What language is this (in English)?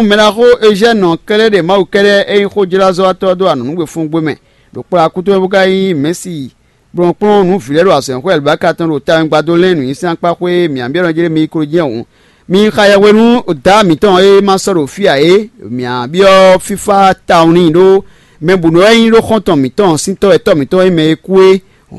Fon